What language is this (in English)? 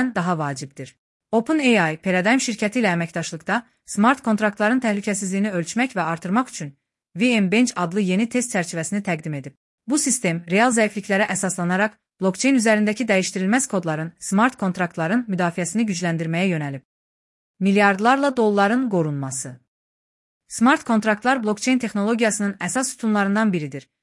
Azerbaijani